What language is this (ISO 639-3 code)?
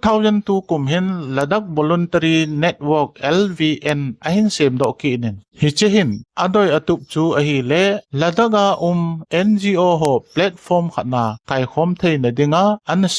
tcz